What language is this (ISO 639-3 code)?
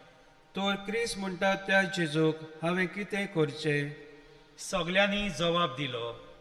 kok